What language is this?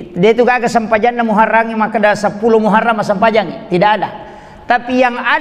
Buginese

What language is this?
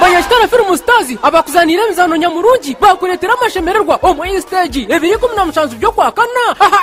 Nyankole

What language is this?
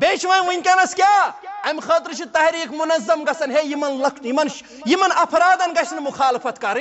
Kashmiri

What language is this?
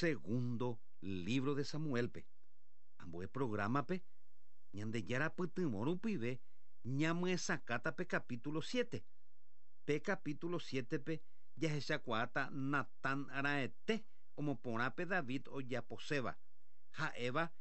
Guarani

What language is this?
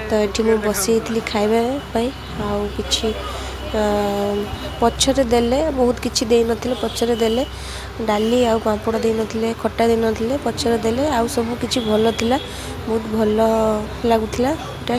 Odia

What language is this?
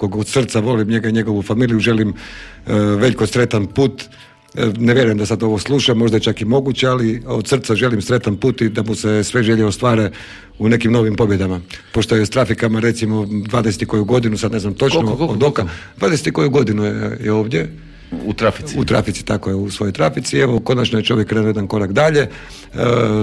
Croatian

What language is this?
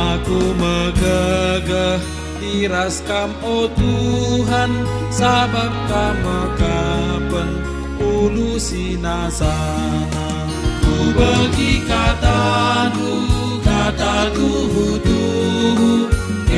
Batak Karo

